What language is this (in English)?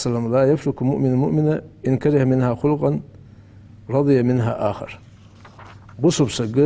Ingush